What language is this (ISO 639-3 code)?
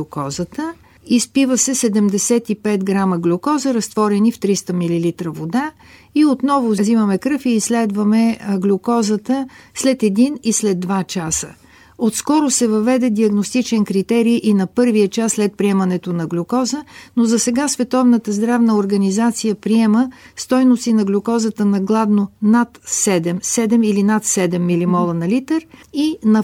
bul